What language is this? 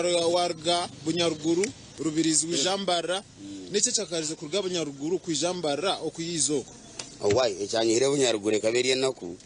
Nyankole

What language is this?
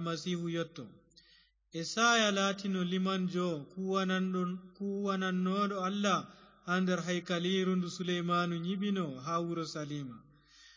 Fula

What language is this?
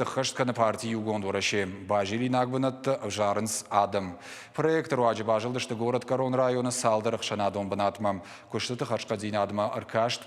Ossetic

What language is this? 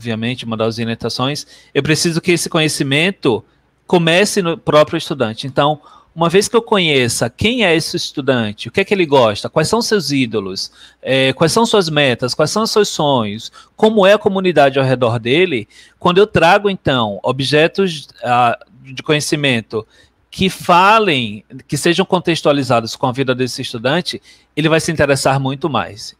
Portuguese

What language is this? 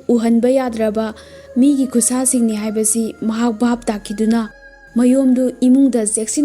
Manipuri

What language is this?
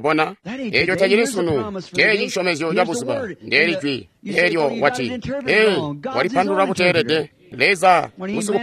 Tonga (Zambia)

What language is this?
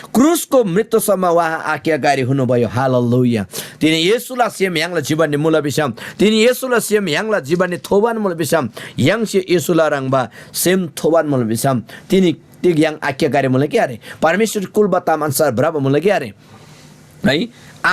Eastern Tamang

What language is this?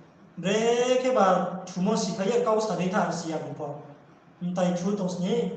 Riang (India)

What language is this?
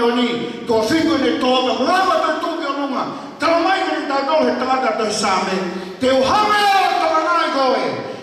Tongan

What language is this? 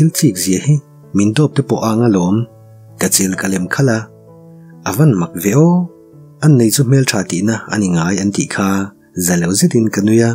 Mizo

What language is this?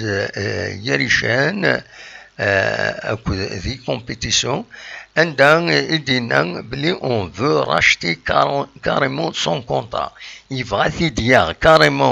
Kabyle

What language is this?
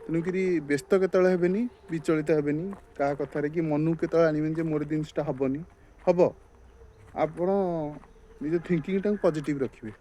Odia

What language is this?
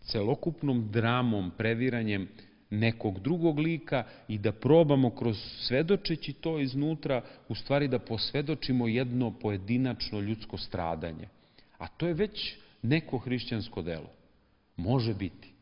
Serbian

